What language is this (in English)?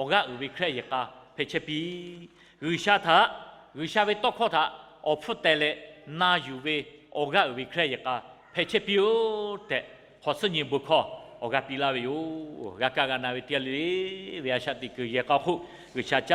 Lahu